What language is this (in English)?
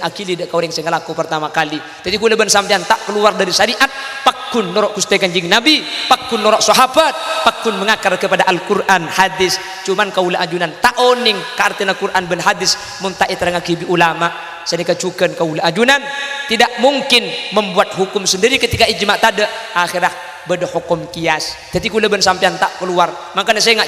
Madurese